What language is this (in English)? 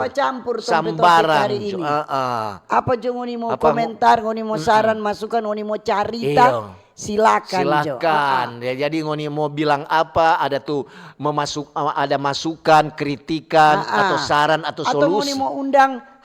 Manado Malay